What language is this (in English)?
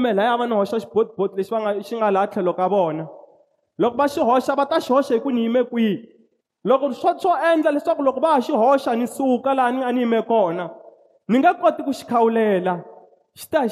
Tsonga